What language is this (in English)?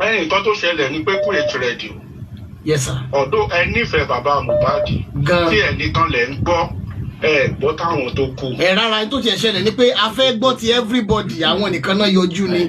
Yoruba